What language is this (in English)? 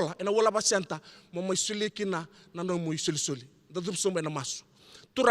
Fijian